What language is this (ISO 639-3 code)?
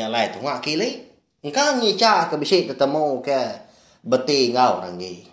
iba